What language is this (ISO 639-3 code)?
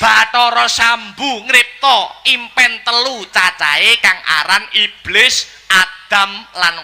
jav